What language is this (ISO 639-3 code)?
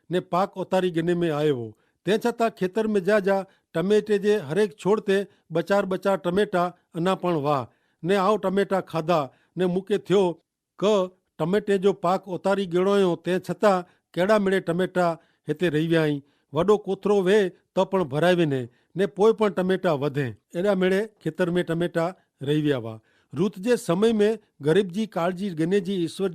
kfr